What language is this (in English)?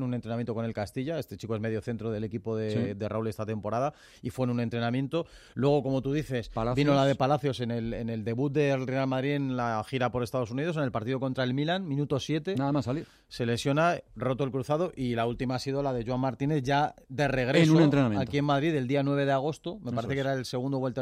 Spanish